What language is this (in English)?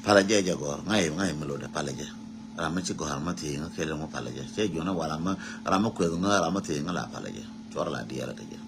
Nuer